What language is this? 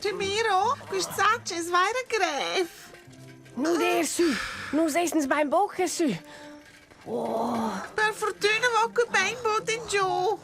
Romansh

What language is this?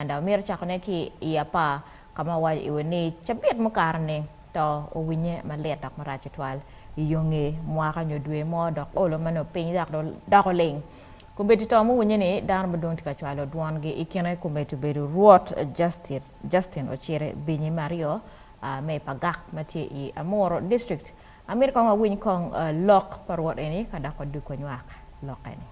Acoli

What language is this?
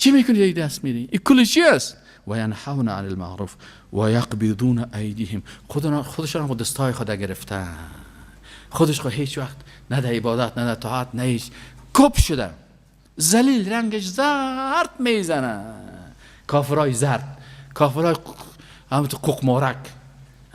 Persian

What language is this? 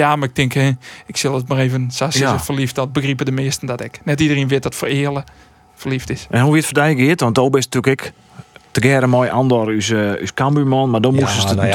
Western Frisian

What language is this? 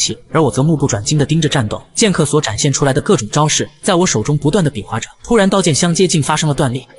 Chinese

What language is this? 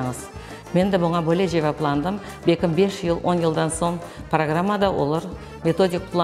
Crimean Tatar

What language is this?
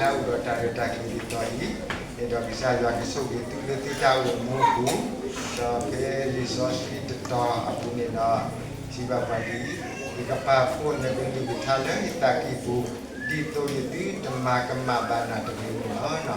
S'gaw Karen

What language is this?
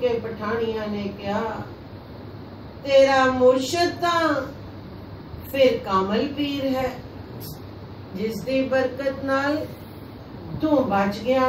Punjabi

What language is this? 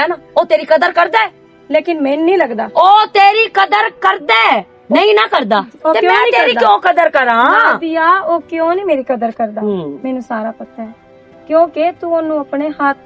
Western Panjabi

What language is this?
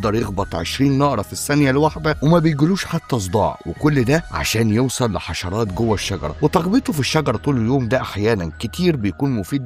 Egyptian Arabic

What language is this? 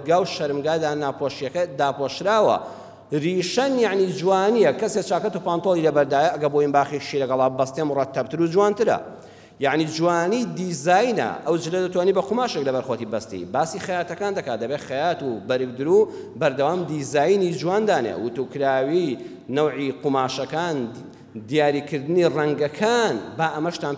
Central Kurdish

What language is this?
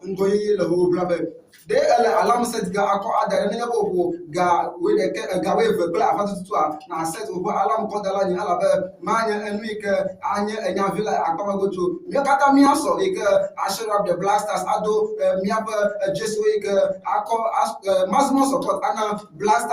Ewe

